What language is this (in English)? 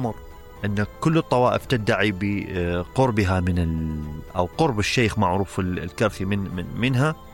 Mesopotamian Arabic